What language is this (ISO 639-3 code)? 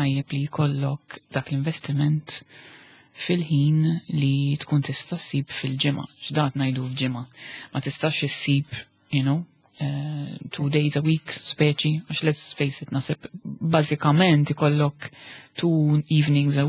mlt